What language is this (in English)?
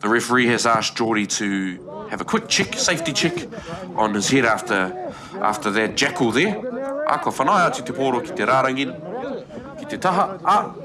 Māori